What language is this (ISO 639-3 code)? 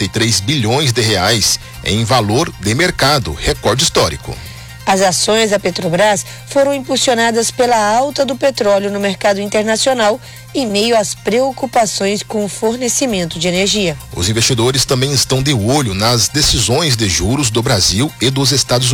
por